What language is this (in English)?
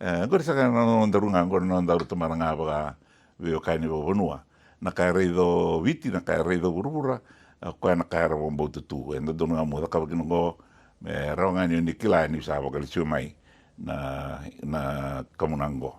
Fijian